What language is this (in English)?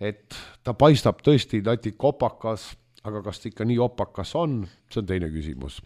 Estonian